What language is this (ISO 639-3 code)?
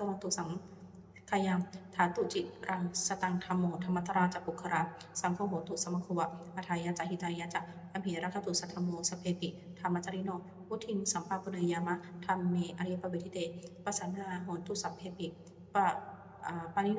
pli